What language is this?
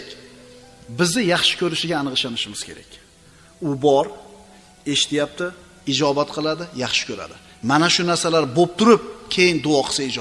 Uzbek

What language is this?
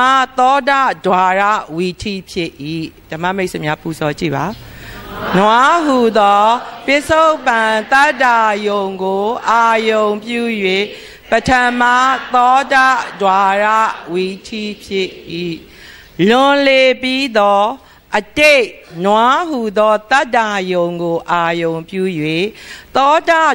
Burmese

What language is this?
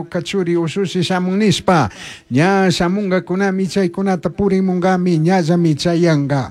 Chimborazo Highland Quichua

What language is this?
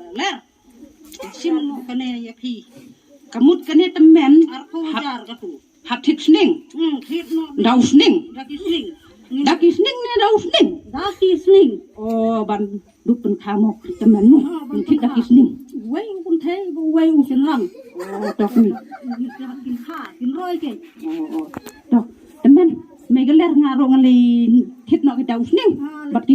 Khasi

